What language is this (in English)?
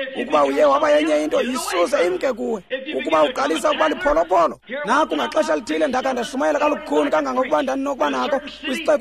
Xhosa